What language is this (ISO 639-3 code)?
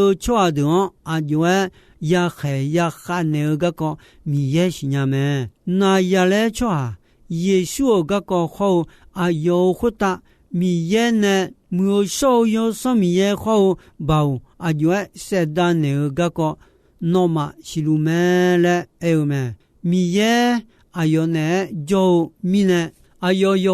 ahk